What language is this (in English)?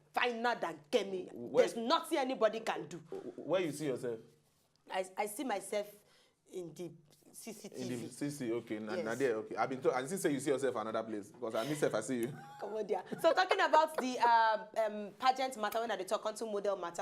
Nigerian Pidgin